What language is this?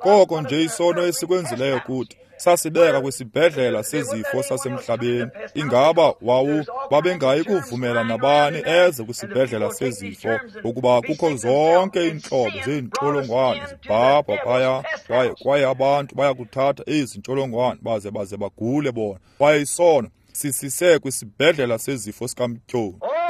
Xhosa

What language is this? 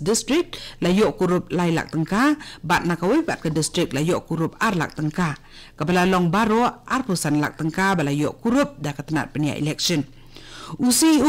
Khasi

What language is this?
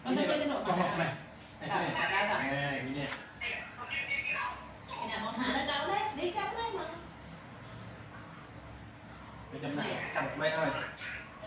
Vietnamese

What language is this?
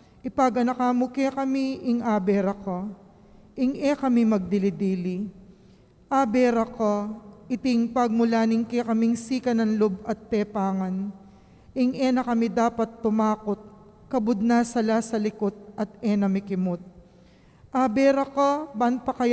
Pampanga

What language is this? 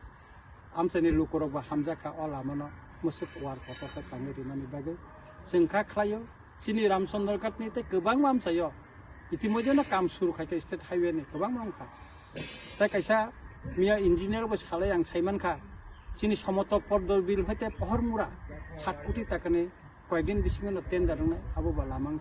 Kok Borok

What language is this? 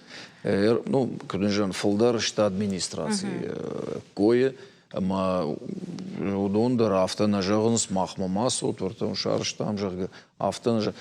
Ossetic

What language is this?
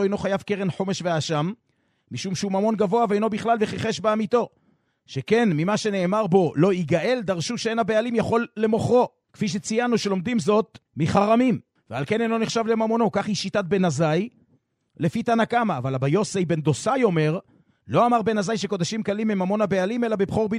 Hebrew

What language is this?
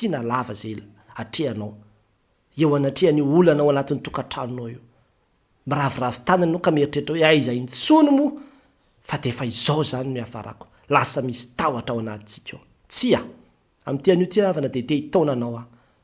Malagasy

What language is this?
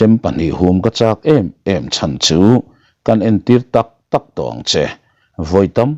Mizo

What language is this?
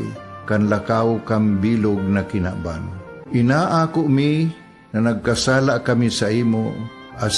Bikol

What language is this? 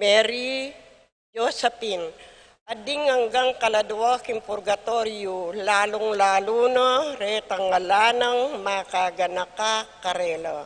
Pampanga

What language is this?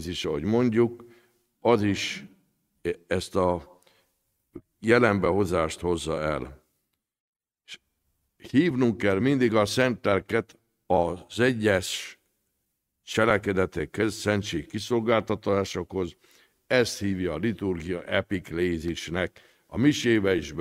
Hungarian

